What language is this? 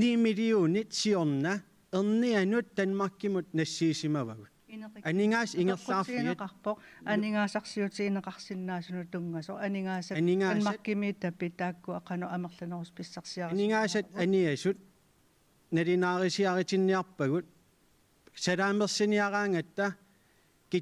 Kalaallisut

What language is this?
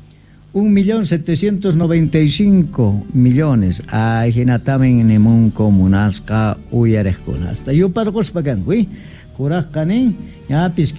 Quechua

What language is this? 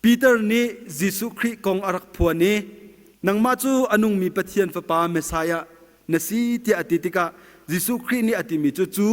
Hakha Chin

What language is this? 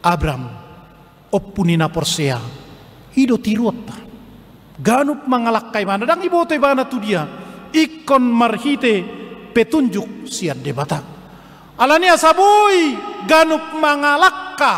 Batak Toba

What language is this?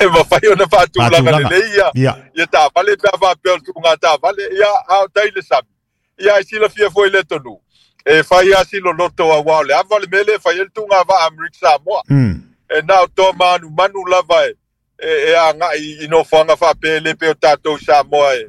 Samoan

